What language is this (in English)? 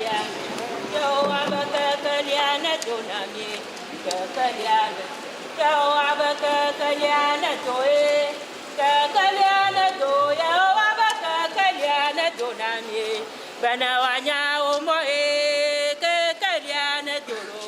Ewe